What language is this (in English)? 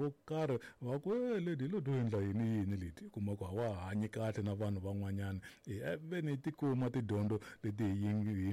Tsonga